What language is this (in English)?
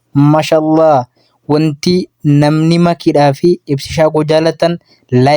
Oromo